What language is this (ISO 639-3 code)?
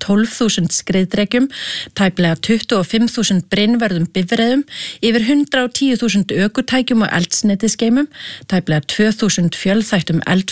isl